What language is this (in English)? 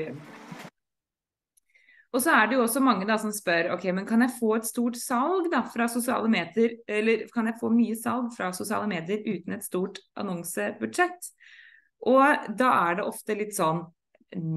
Norwegian